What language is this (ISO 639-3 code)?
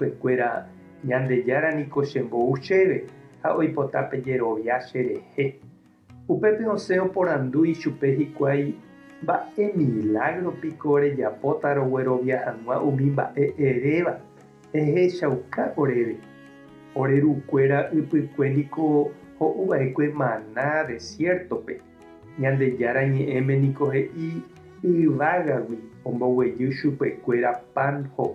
grn